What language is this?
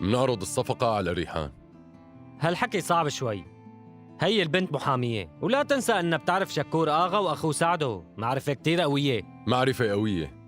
North Levantine Arabic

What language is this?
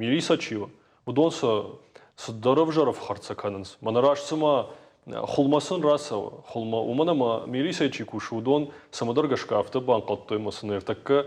Ossetic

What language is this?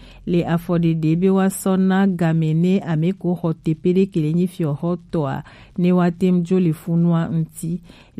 Gen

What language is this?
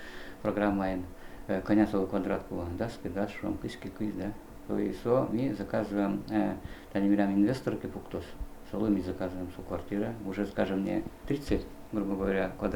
Udmurt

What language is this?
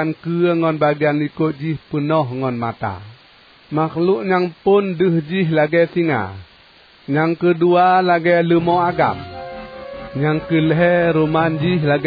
Achinese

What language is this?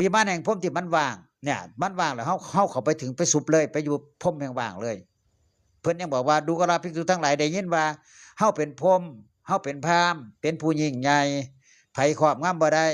Northeastern Thai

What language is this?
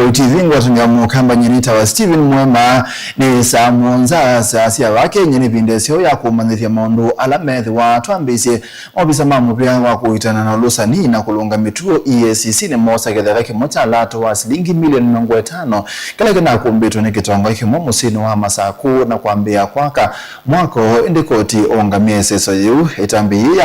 Kamba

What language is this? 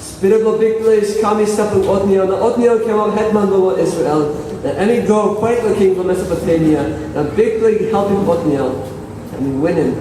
Tok Pisin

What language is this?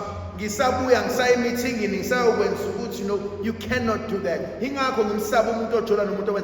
Zulu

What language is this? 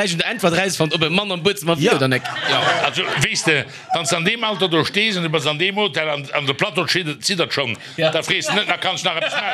Luxembourgish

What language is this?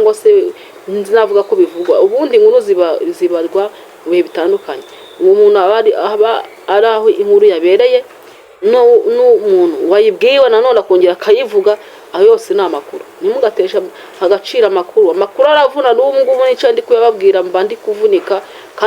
Kinyarwanda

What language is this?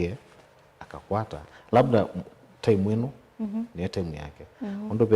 Kamba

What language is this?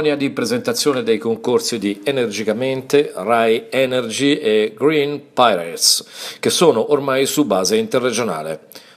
Italian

